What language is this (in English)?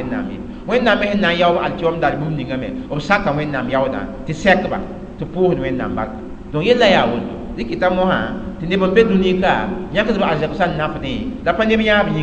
Mossi